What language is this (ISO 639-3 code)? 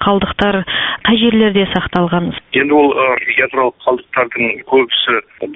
kaz